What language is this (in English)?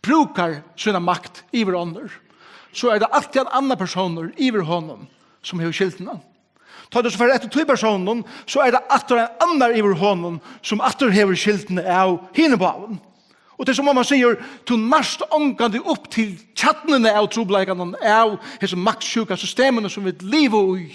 Faroese